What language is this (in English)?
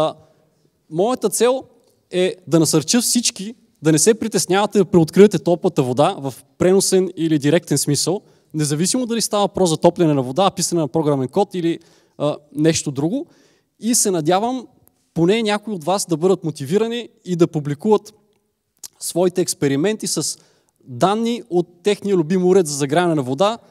Bulgarian